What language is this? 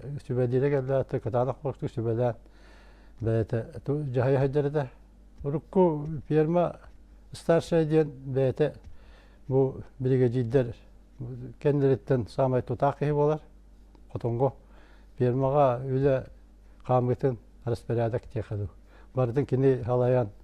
Yakut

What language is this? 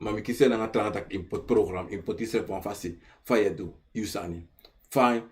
Sranan Tongo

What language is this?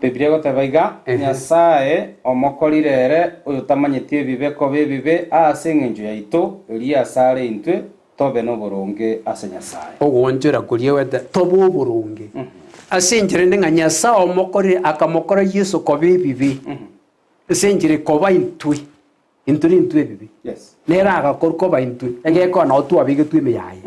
Gusii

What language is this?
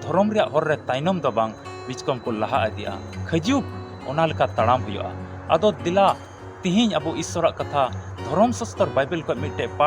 Santali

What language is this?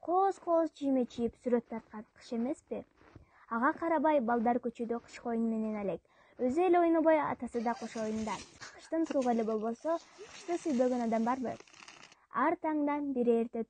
Kyrgyz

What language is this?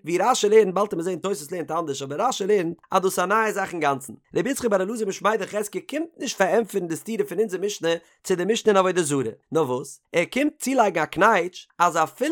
Yiddish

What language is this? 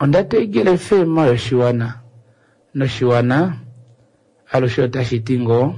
Kuanyama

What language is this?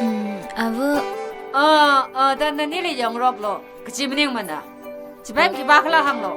Tangkhul Naga (India)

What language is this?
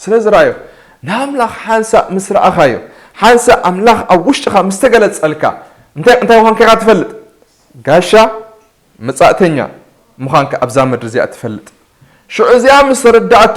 Tigrinya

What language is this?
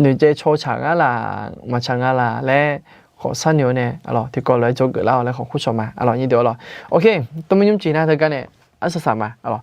Akha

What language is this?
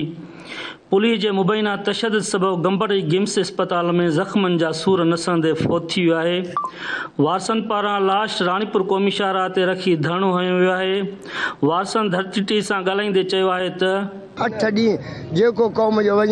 Sindhi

